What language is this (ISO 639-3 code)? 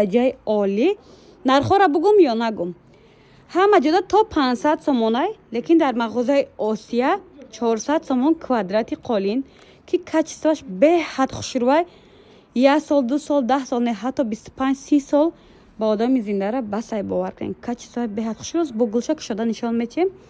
tgk